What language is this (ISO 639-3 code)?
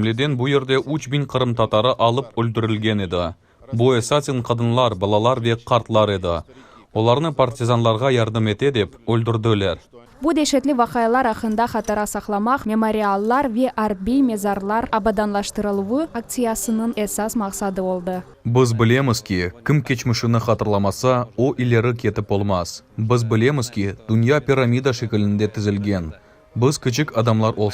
crh